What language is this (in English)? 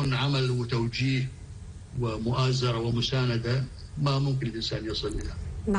North Levantine Arabic